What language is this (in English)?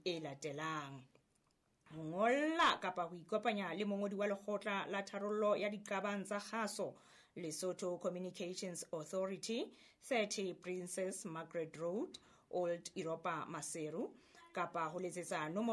Southern Sotho